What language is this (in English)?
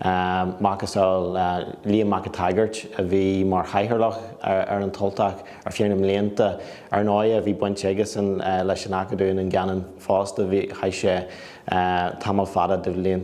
Irish